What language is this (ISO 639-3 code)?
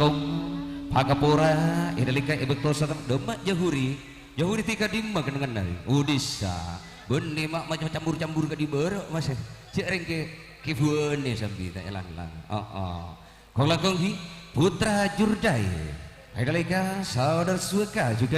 mad